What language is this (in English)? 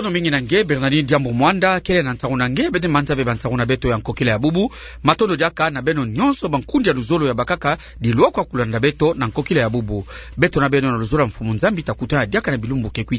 Kituba (Democratic Republic of Congo)